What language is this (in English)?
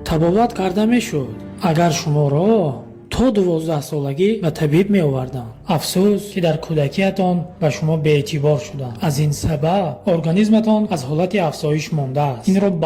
Tajik